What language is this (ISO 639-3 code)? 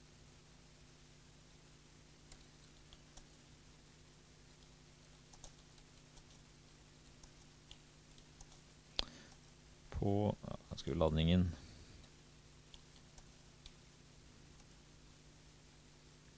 nor